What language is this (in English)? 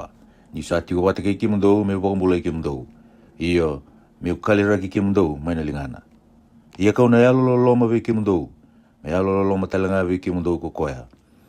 Fijian